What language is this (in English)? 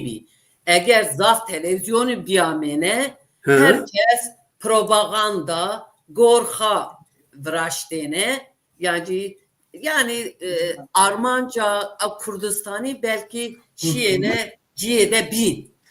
Zaza